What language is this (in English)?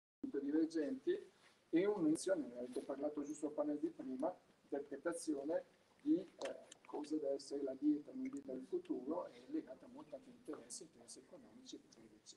Italian